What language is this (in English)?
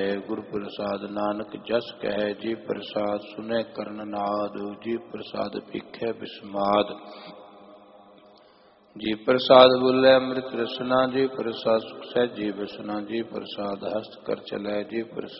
Punjabi